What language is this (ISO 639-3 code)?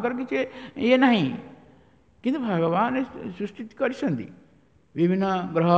ori